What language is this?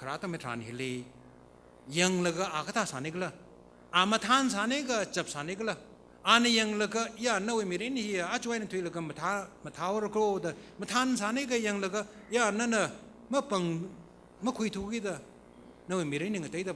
Tangkhul Naga (India)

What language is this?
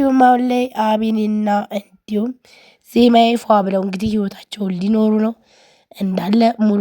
Amharic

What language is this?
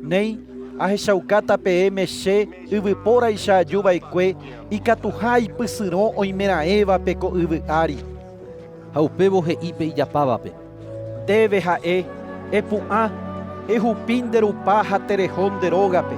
Guarani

